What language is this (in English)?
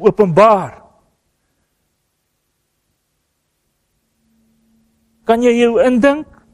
Afrikaans